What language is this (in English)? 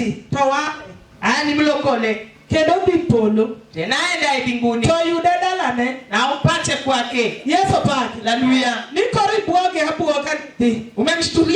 Luo (Kenya and Tanzania)